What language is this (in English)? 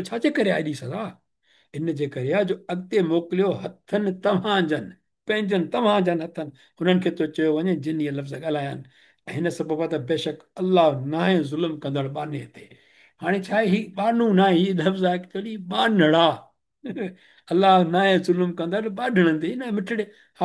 Sindhi